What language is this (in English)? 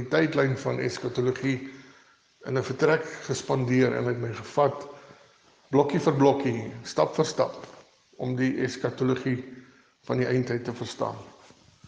Afrikaans